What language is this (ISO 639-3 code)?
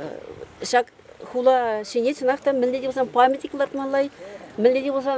chv